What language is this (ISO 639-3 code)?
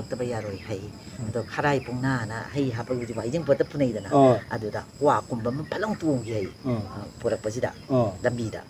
mni